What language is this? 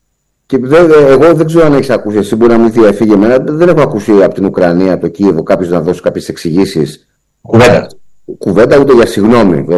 Greek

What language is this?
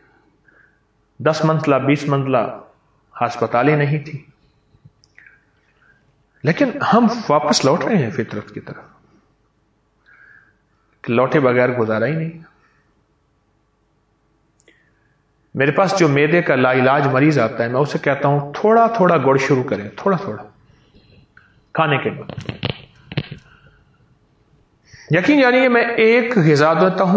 Urdu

